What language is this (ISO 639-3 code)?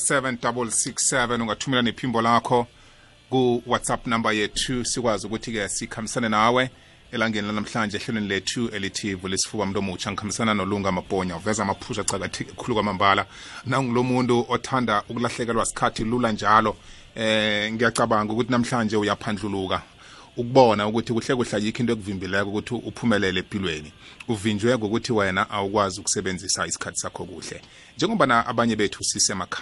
nbl